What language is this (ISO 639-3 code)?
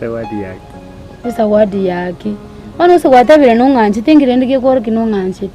guz